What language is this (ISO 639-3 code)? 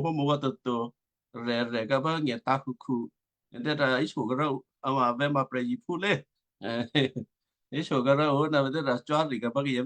kyu